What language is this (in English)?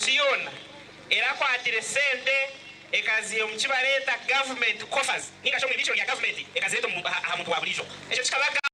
Nyankole